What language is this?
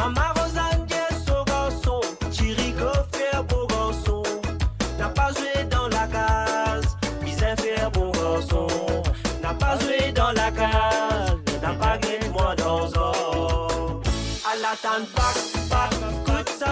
Morisyen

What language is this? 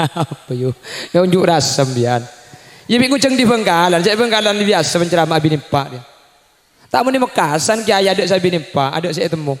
Madurese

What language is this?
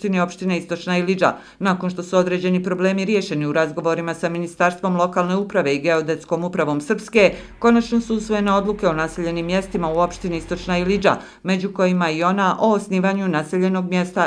Croatian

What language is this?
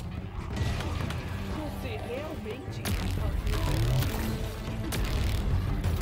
Portuguese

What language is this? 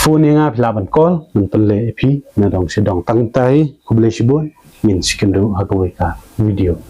Khasi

